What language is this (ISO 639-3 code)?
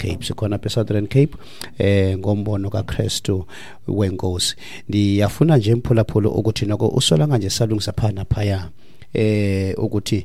xho